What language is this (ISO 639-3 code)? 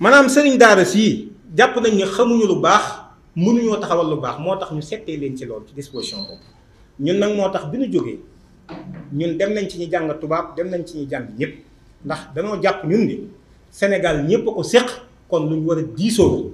wol